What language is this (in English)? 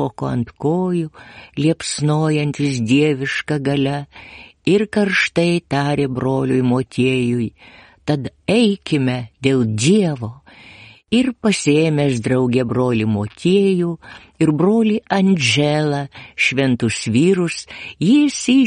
Lithuanian